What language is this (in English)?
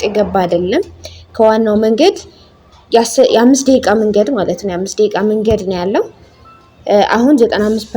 Amharic